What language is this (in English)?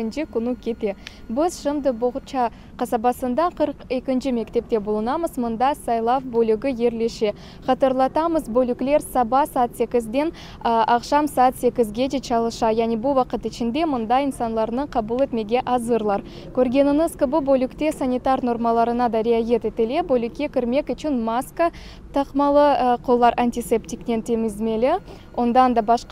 Crimean Tatar